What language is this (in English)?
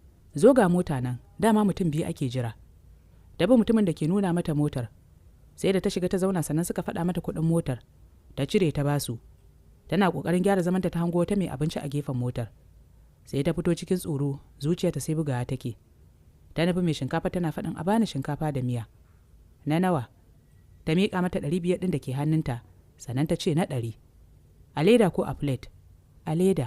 Hausa